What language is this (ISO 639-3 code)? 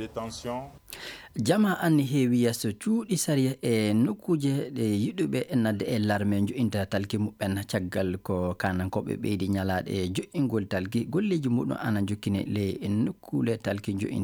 ffm